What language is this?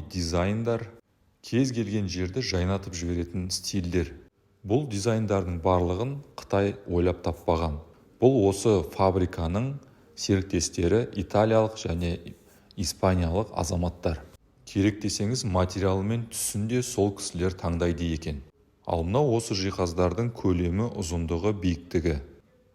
Kazakh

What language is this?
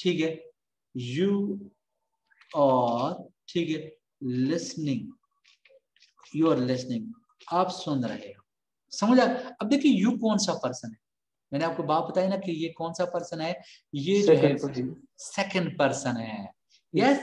Hindi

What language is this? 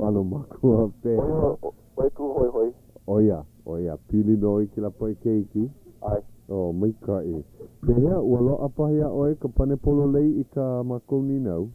Hawaiian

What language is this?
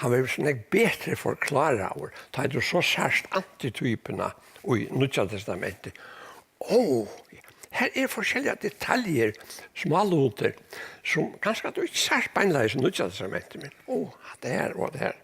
Faroese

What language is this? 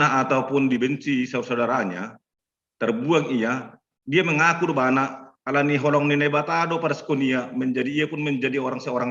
Batak Simalungun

